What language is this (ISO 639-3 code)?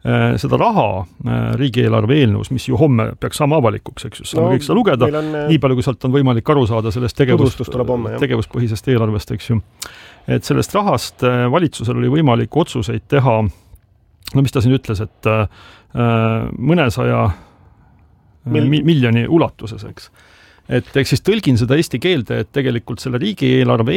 est